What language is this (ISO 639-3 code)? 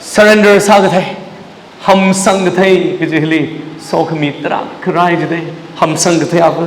nmf